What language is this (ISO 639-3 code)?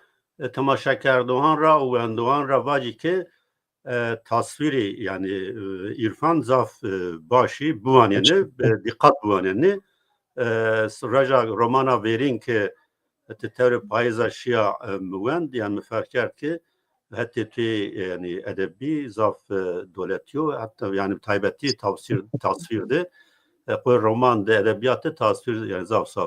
zza